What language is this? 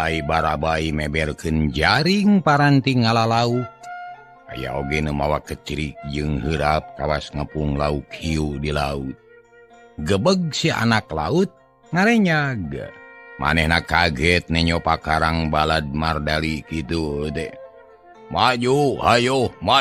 Sundanese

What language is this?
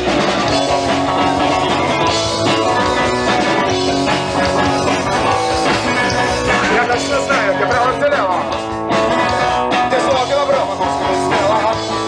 Russian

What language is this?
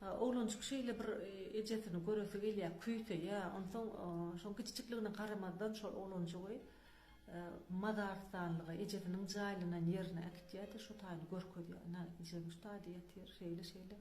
Turkmen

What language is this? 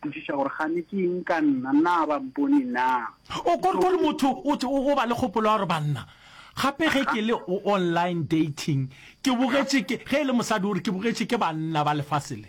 Northern Sotho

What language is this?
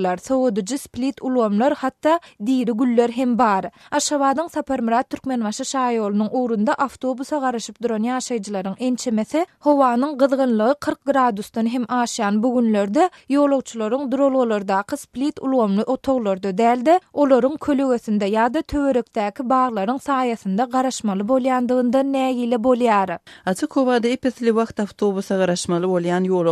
Turkmen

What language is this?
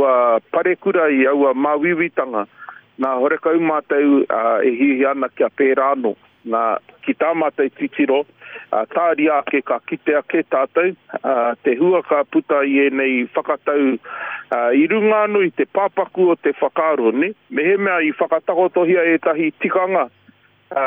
Māori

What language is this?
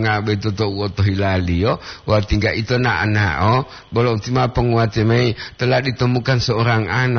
Gorontalo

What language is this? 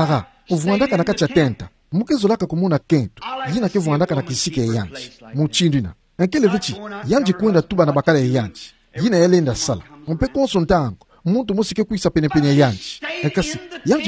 Kituba (Democratic Republic of Congo)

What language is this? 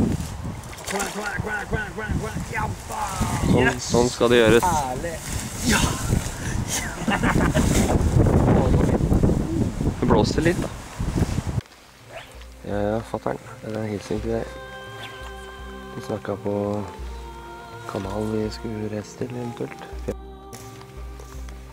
Norwegian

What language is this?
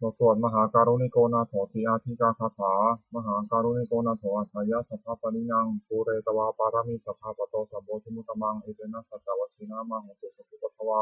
Pali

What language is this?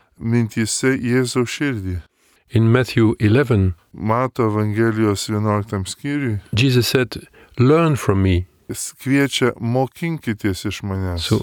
Lithuanian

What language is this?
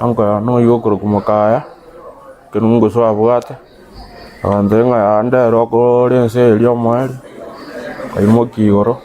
Gusii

